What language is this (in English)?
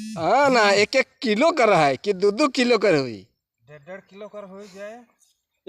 Sadri